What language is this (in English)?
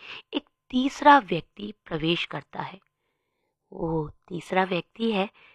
Hindi